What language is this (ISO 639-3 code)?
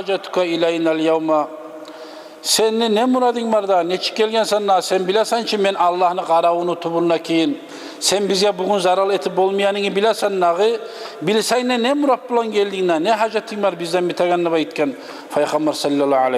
kum